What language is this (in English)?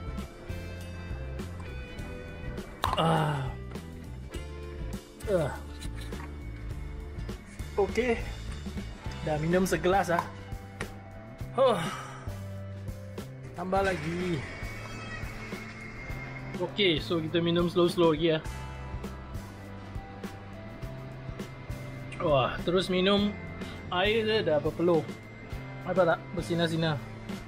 Malay